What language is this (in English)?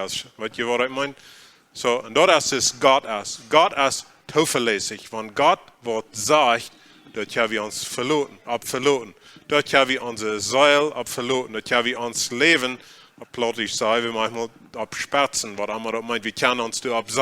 Plautdietsch